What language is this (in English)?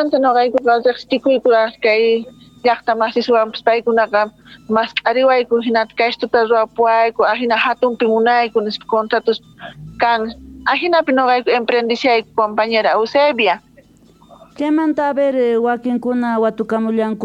Quechua